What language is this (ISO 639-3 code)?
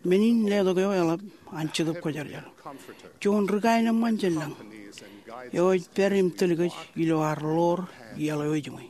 mah